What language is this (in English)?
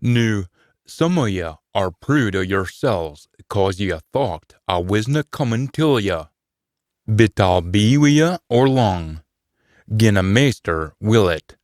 Scots